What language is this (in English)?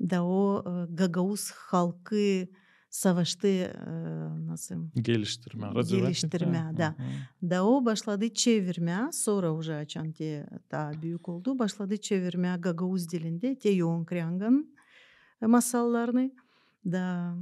Gagauz